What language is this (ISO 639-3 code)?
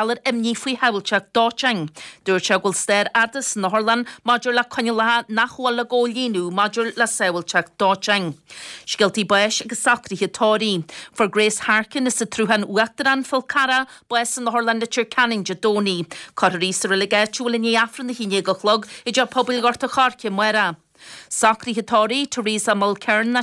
gle